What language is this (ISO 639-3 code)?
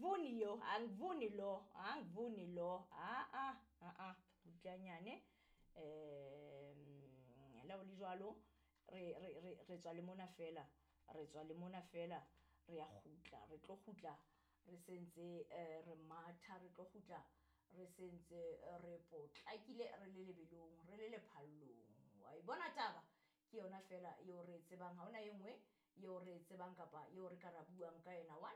sot